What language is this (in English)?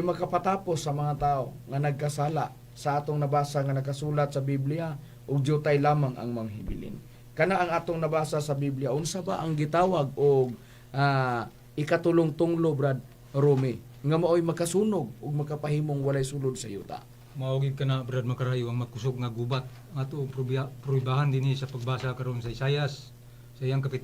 Cebuano